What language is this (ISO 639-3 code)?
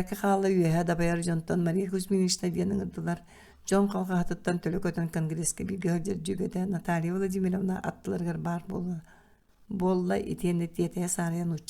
sah